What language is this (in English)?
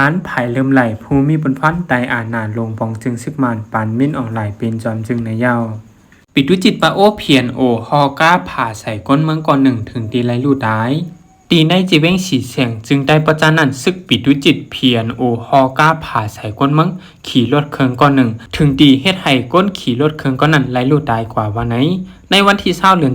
Shan